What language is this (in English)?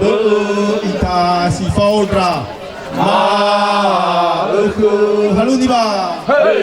Nias